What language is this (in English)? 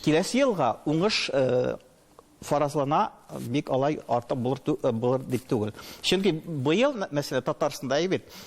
Tatar